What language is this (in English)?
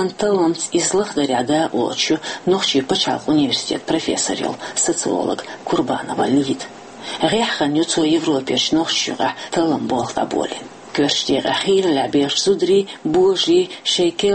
Chechen